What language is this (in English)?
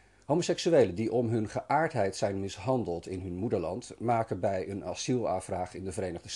Dutch